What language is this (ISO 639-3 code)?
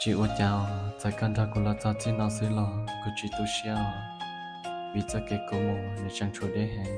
hmn